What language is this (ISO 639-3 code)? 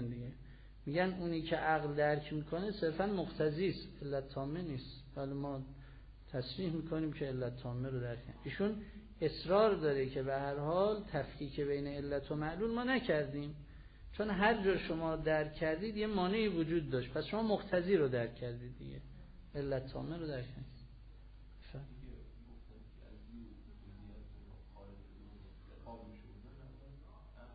fas